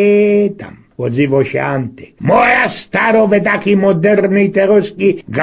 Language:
Silesian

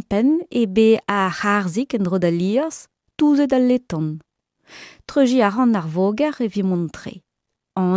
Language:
Breton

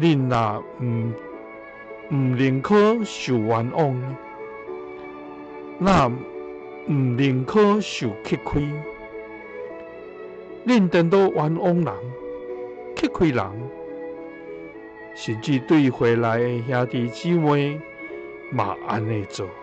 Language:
Min Nan Chinese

